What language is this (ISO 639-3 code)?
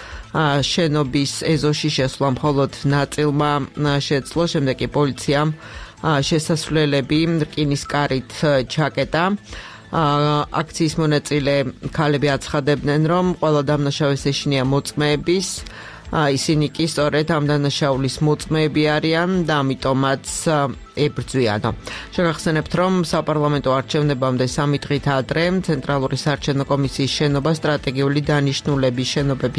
kat